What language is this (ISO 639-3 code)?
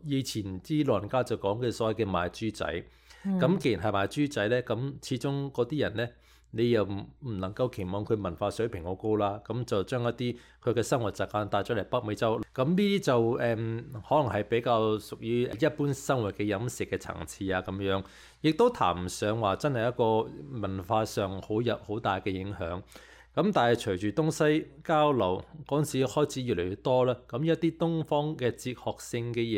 yue